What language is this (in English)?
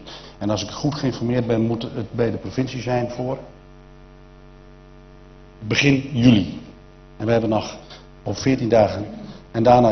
Dutch